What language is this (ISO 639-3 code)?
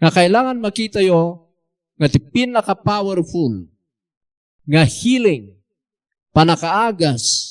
ilo